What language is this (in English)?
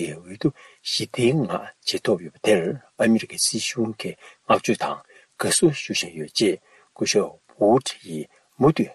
Tibetan